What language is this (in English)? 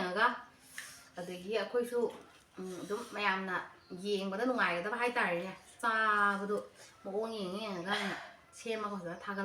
Manipuri